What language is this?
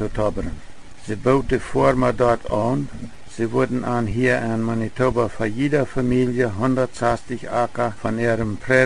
Plautdietsch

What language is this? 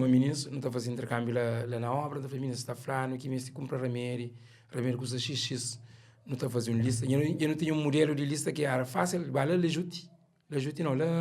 Kabuverdianu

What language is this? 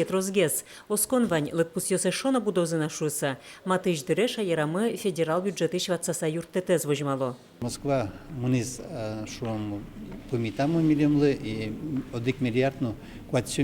Udmurt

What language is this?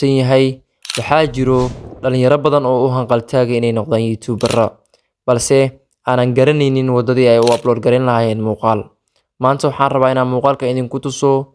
Somali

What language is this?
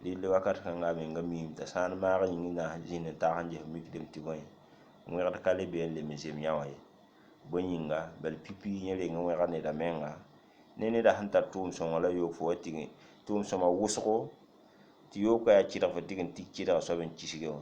Mossi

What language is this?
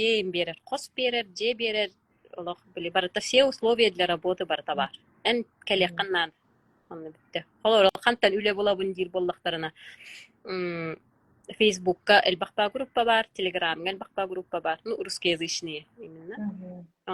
Yakut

